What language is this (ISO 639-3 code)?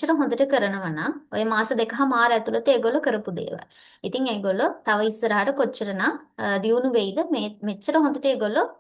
sin